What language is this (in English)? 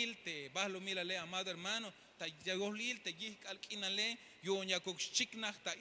Tzeltal